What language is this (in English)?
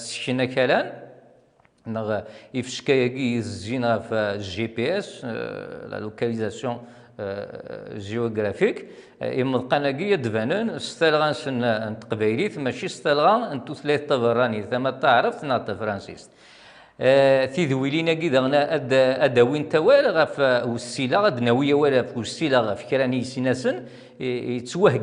Kabyle